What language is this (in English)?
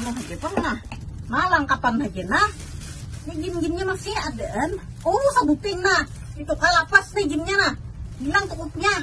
Banjar